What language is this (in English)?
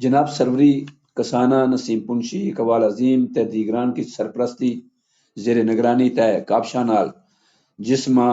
Gujari